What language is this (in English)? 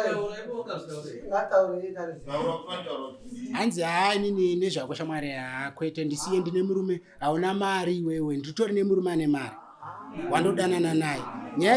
Shona